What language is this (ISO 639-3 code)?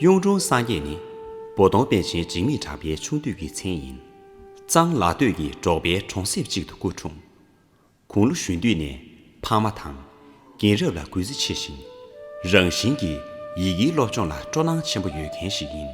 bod